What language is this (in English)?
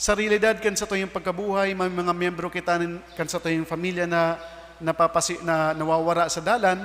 Bikol